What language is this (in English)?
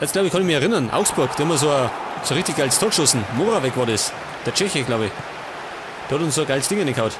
Bavarian